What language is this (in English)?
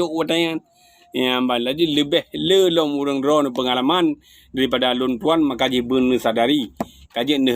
Achinese